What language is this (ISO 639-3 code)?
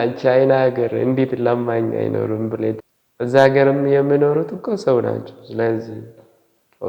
amh